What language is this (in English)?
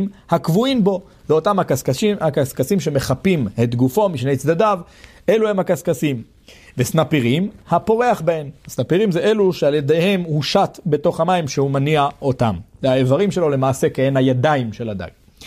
Hebrew